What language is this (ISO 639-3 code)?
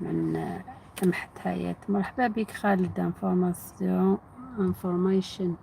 arq